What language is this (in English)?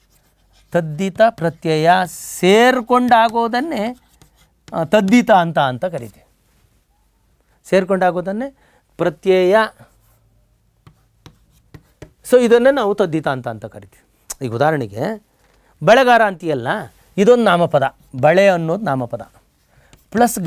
Kannada